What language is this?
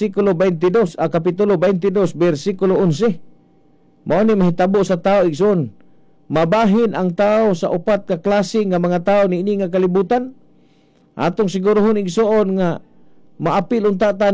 Cebuano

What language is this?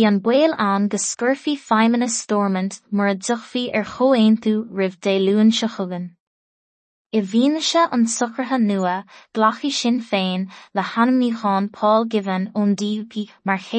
Irish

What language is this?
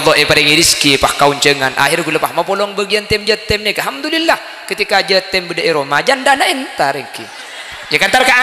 Madurese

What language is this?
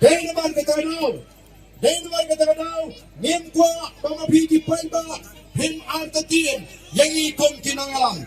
Khasi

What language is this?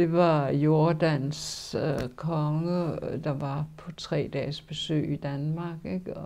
Danish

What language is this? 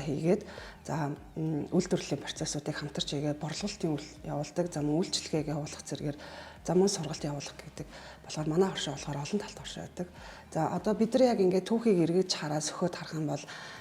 Mongolian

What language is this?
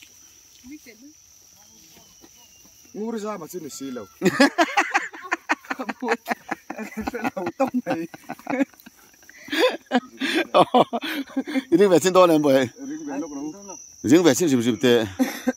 Mizo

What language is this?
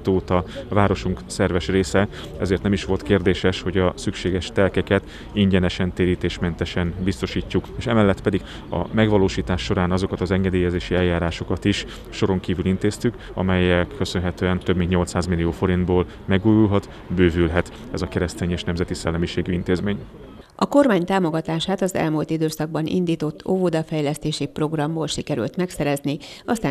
Hungarian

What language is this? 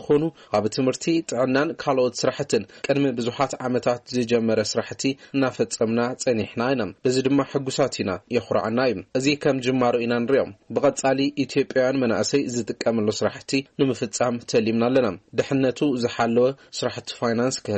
Tigrinya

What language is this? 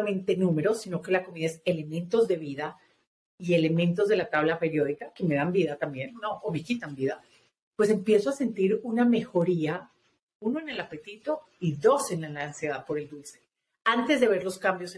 Spanish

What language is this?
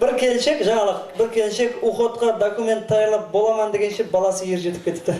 Kara-Kalpak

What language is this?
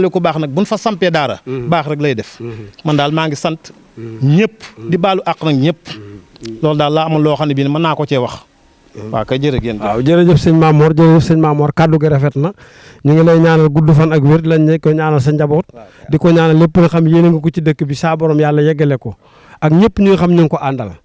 Wolof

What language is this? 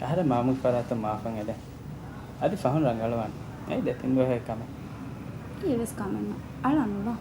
Divehi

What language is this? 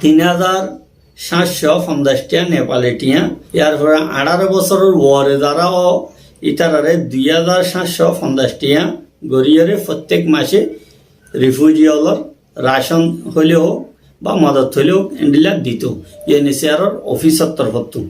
Rohingya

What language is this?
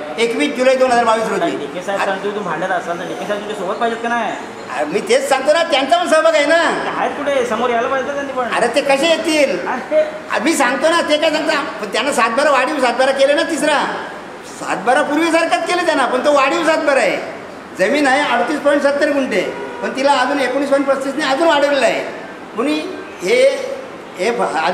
Marathi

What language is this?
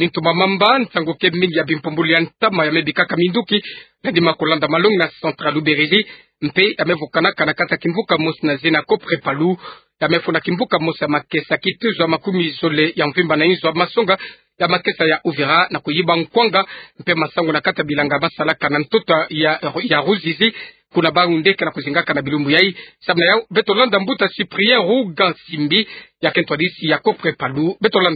Kituba (Democratic Republic of Congo)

